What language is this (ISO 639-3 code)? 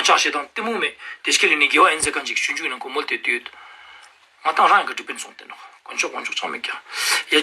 lbj